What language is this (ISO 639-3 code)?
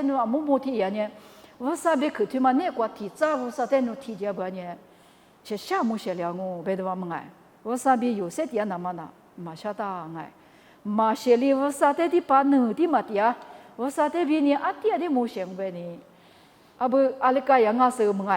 lis